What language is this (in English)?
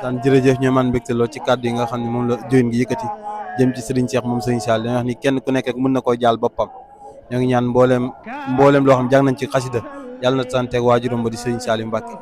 Wolof